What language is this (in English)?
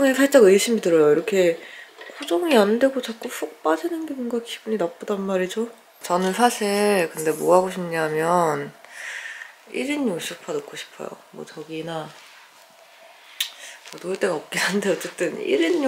Korean